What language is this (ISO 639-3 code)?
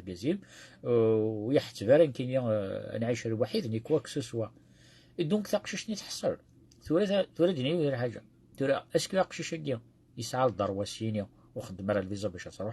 kab